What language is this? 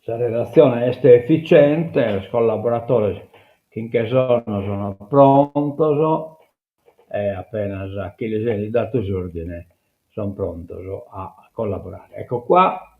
Sardinian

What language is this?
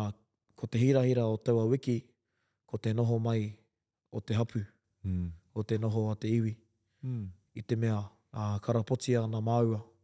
Māori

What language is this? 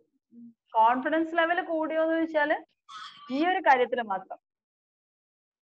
Malayalam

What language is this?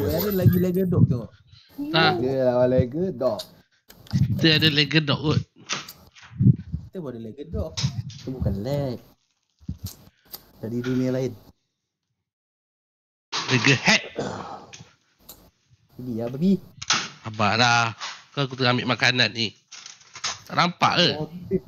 Malay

